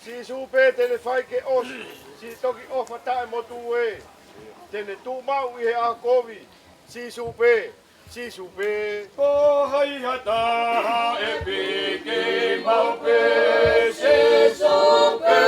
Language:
Tongan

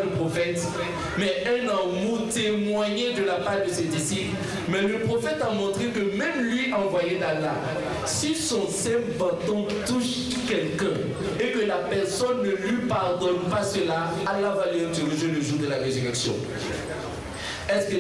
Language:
French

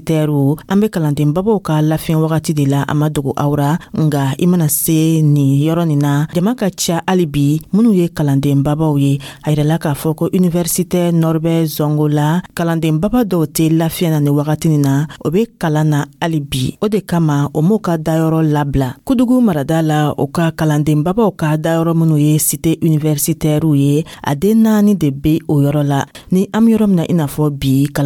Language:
Dyula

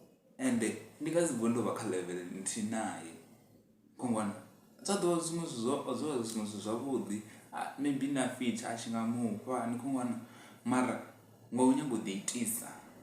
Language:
Venda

